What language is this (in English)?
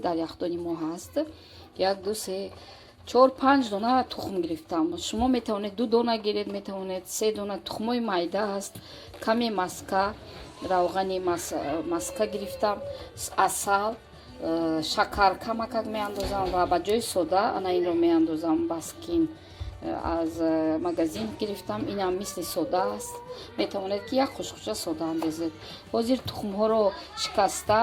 Tajik